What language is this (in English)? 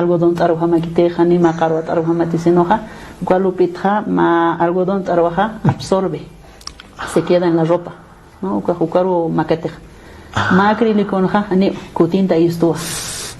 Aymara